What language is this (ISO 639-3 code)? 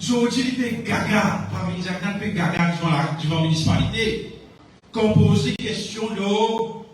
mfe